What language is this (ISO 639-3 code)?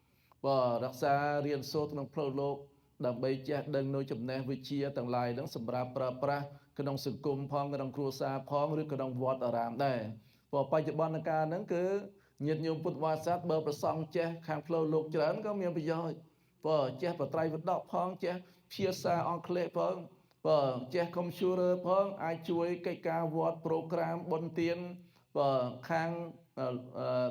khm